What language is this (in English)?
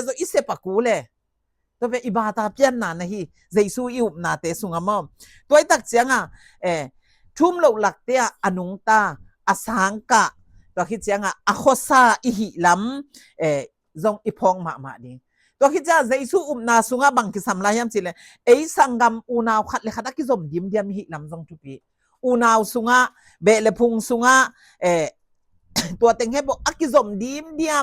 Tedim Chin